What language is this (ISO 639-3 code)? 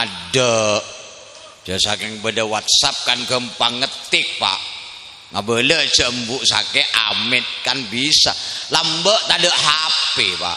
mad